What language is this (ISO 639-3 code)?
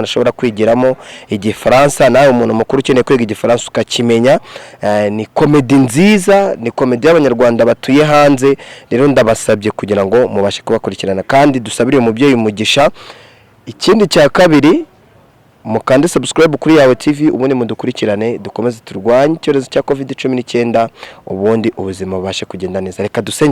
kin